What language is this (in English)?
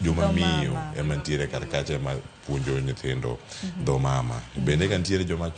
Luo (Kenya and Tanzania)